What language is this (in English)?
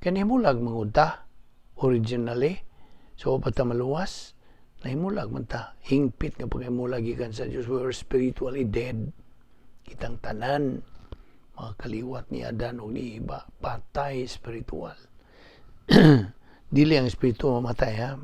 Cebuano